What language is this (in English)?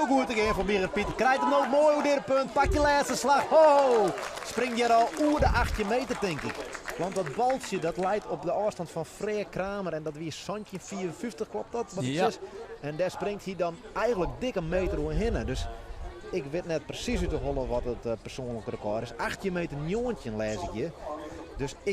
Western Frisian